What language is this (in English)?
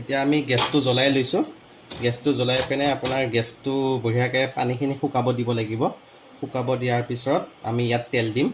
Assamese